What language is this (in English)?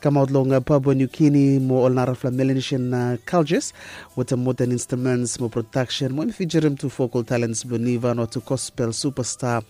Bislama